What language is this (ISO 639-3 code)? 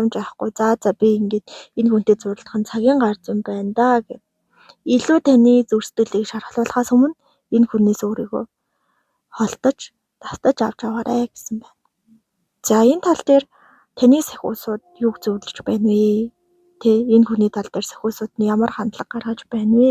mon